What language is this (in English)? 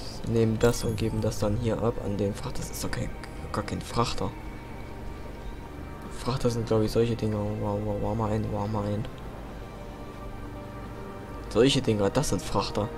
German